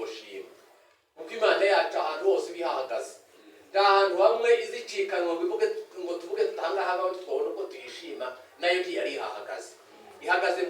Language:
Kinyarwanda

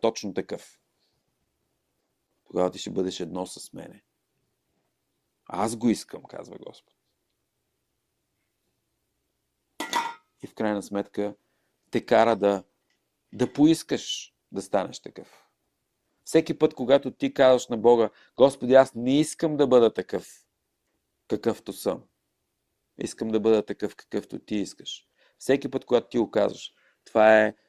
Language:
Bulgarian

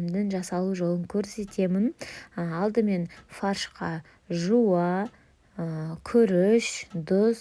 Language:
Kazakh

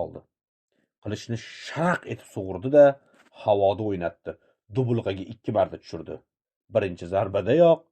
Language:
Uzbek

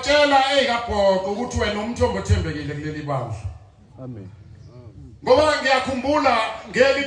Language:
Zulu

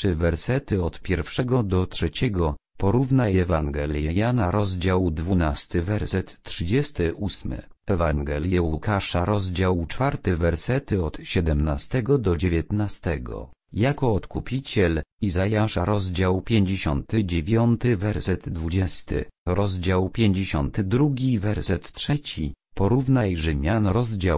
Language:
Polish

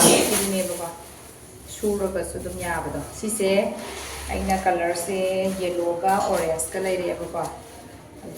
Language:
Manipuri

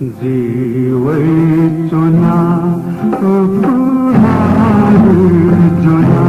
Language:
Newari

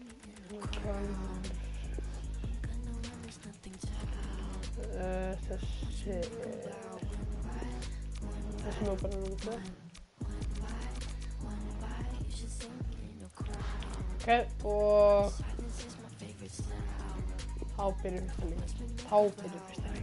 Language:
Icelandic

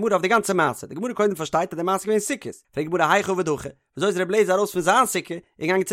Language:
Yiddish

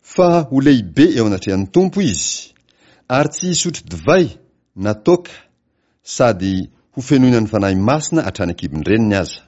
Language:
Malagasy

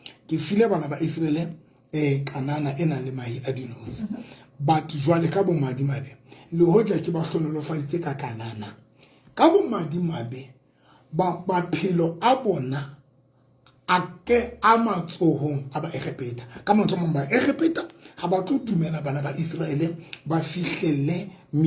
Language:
Tswana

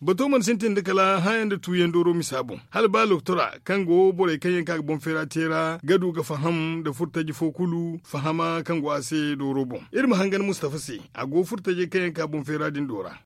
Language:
Zarma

